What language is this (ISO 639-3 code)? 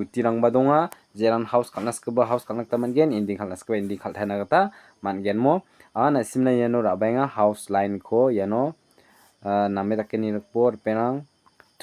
grt